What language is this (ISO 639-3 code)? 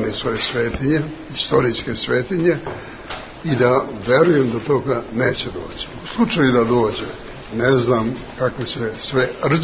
srp